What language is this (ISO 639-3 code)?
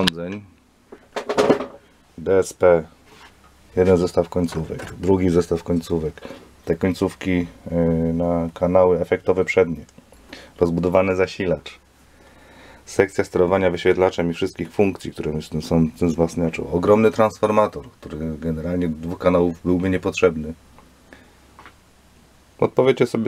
pol